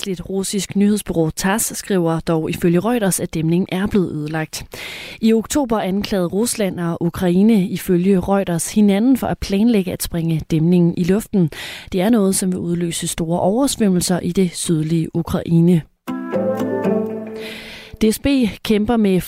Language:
Danish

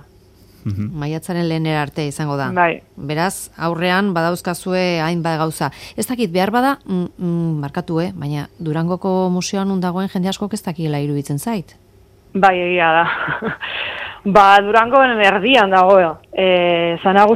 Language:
Basque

